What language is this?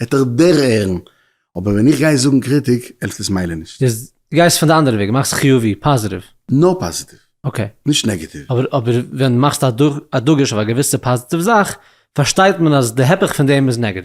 Yiddish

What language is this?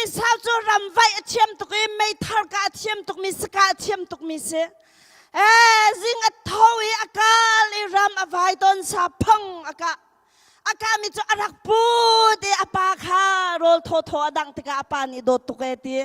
Hakha Chin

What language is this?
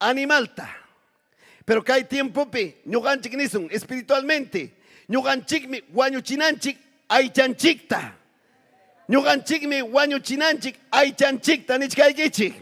Ayacucho Quechua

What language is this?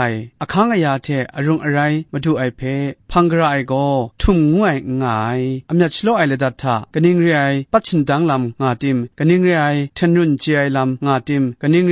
Kachin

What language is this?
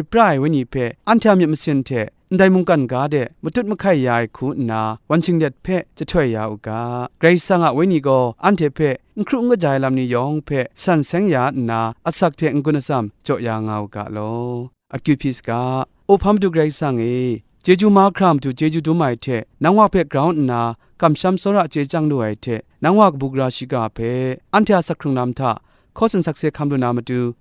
Kachin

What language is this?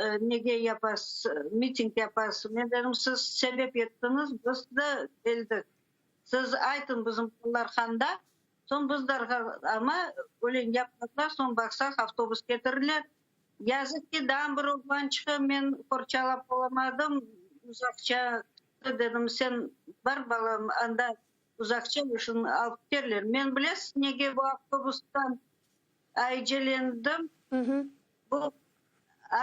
Crimean Tatar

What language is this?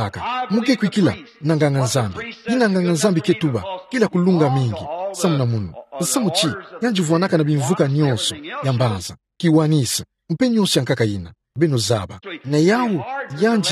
Kituba (Democratic Republic of Congo)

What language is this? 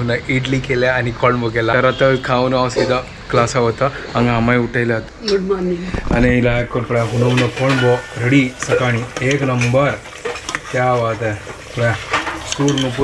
Konkani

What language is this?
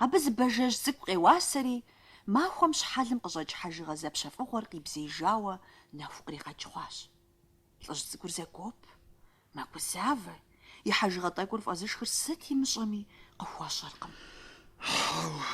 Kabardian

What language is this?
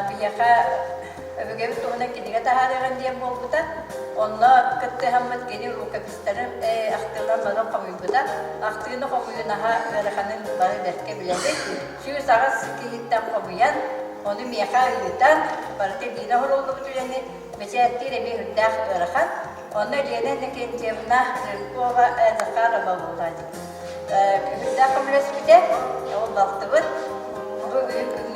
Yakut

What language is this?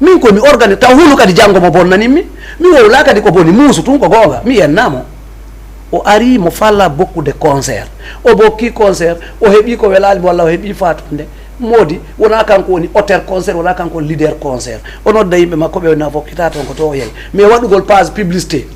Fula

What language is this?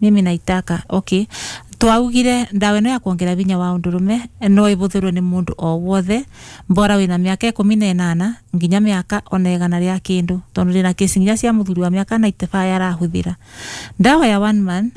Kikuyu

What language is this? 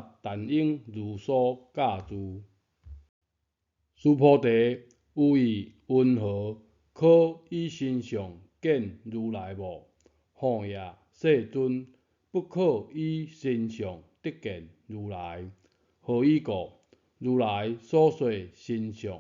Min Nan Chinese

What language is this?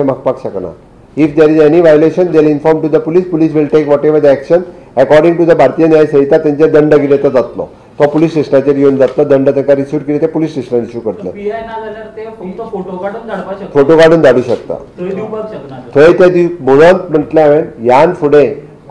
Konkani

